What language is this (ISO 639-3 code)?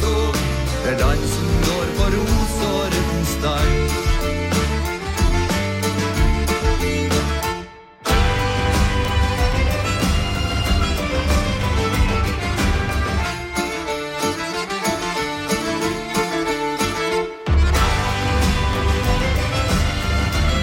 nor